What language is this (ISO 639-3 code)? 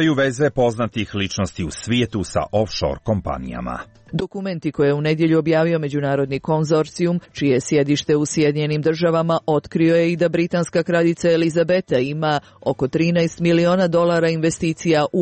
srp